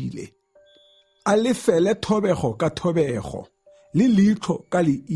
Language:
Tswana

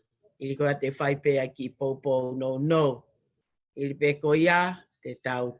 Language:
Tongan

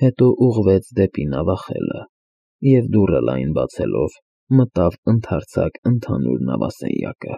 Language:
Armenian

